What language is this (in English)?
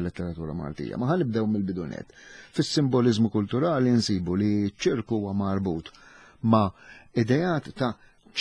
Maltese